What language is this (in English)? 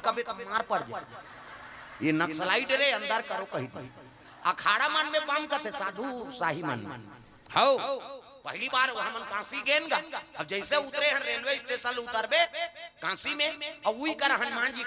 Chhattisgarhi